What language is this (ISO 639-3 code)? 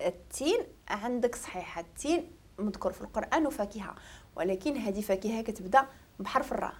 ary